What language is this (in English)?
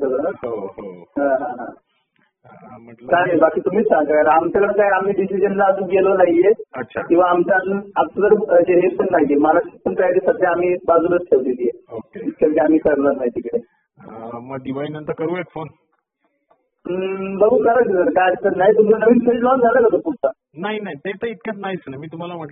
Marathi